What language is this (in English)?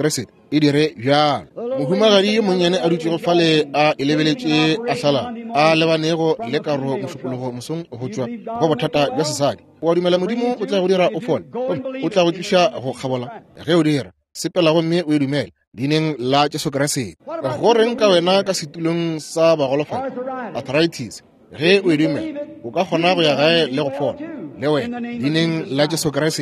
Northern Sotho